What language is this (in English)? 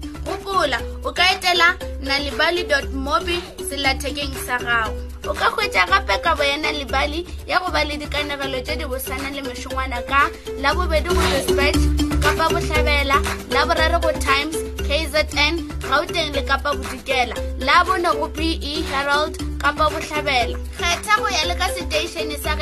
Northern Sotho